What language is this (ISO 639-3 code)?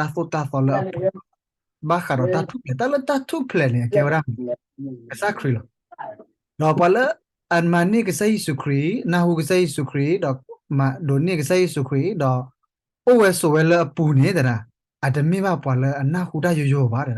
ksw